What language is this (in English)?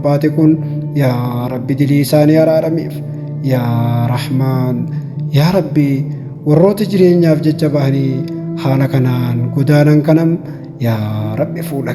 Oromo